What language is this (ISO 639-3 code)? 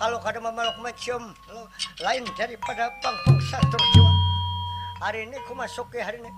bjn